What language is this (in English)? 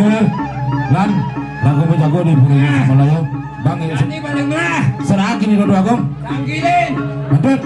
Balinese